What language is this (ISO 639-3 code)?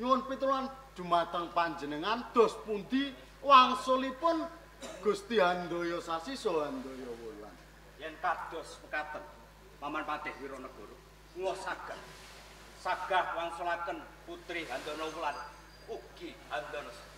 jav